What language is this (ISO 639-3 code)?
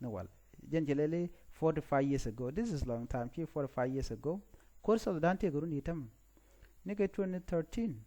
nus